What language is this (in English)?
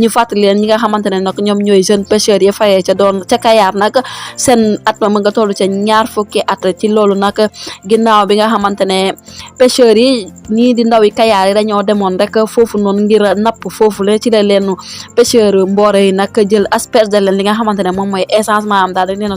Wolof